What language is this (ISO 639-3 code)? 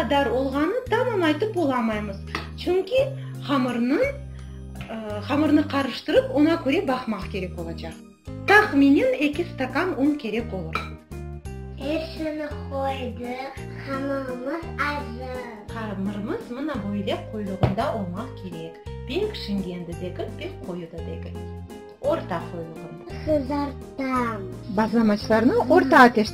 crh